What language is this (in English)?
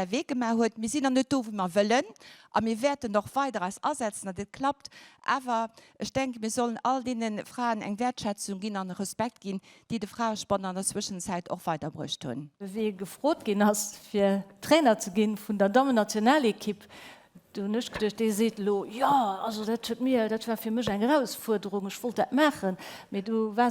Luxembourgish